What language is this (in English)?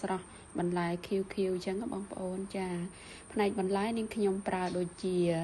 Khmer